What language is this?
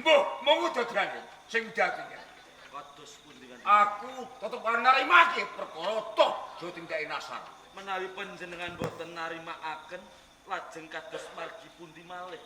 Javanese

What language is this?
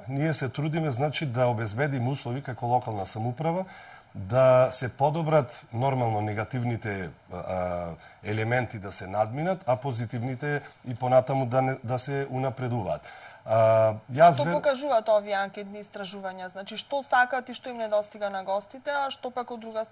Macedonian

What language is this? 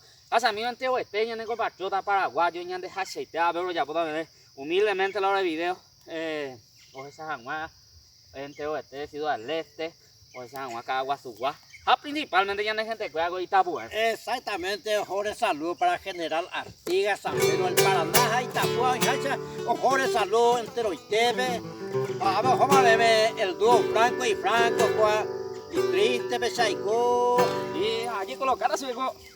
Guarani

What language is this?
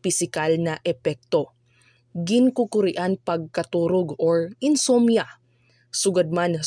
Waray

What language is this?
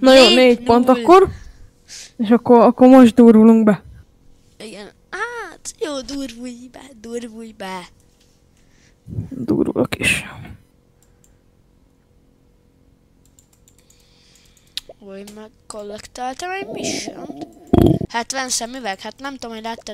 Hungarian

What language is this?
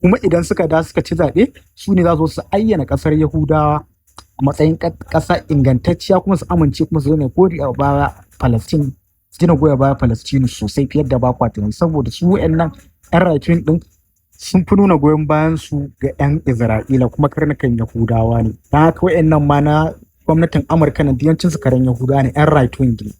Hausa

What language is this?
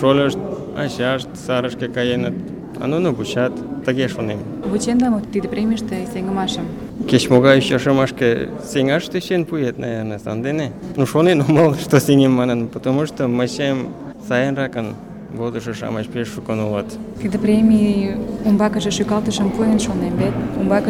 Mari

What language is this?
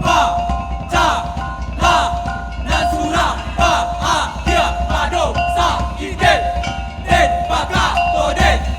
Minangkabau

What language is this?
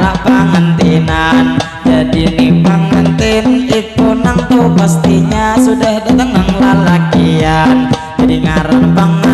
Banjar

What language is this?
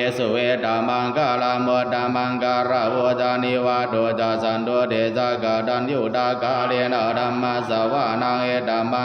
Pali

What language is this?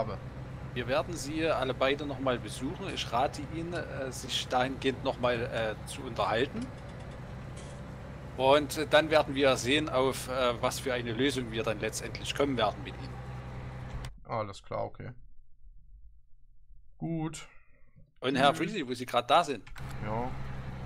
German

